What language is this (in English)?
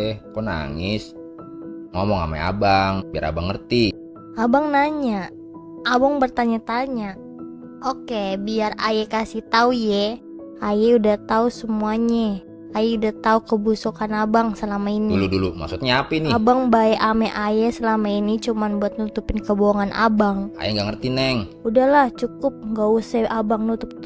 Betawi